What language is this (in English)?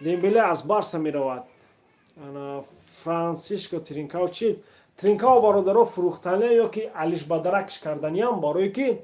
Tajik